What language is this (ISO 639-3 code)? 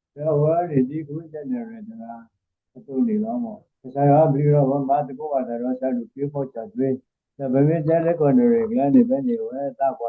ksw